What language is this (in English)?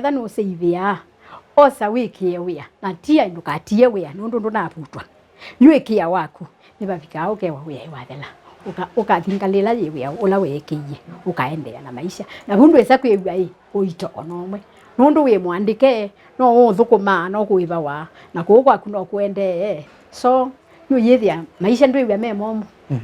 Kamba